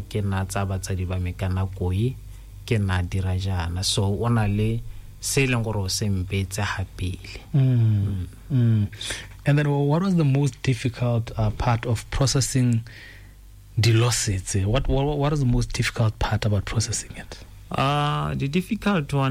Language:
Tswana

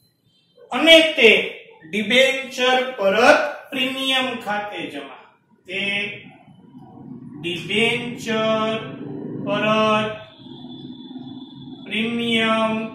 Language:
Gujarati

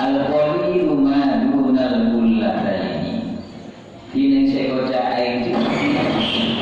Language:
Madurese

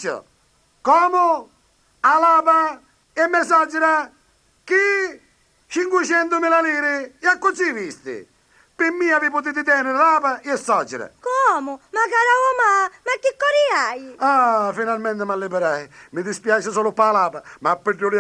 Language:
Sicilian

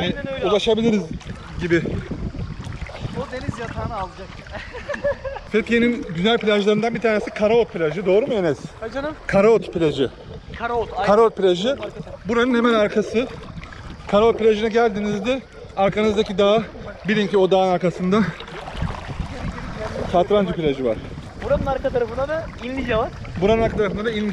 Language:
Turkish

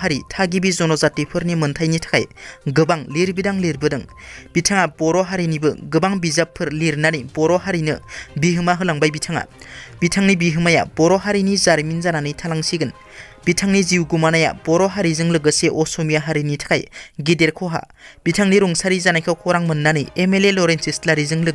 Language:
Bodo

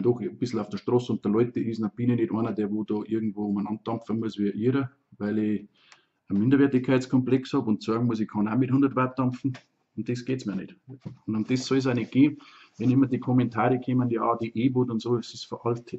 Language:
Bavarian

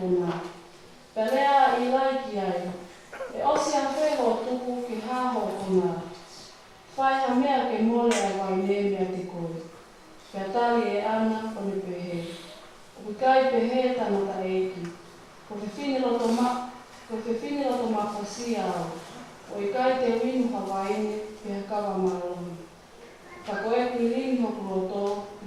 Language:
Tongan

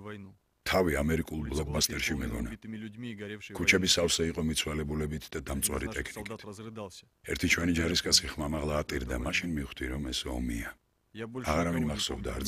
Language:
Georgian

